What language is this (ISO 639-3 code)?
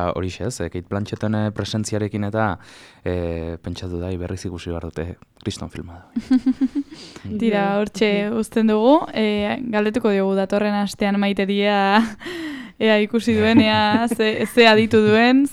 eus